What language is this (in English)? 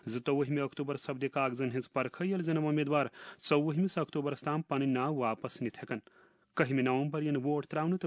Kashmiri